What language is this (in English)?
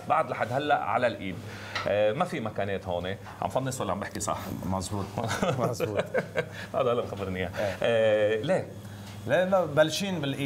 North Levantine Arabic